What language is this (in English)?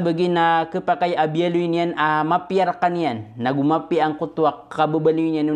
Maranao